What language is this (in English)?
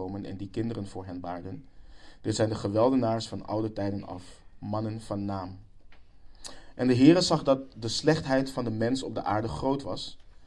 Dutch